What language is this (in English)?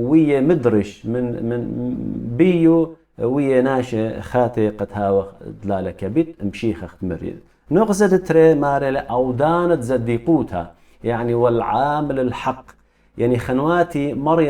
Assyrian Neo-Aramaic